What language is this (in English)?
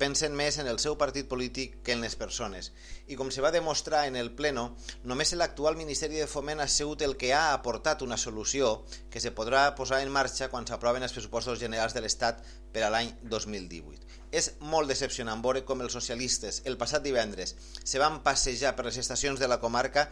Catalan